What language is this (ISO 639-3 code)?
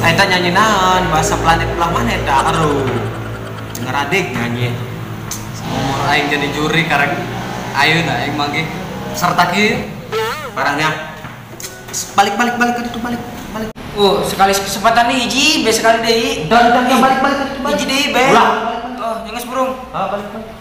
sun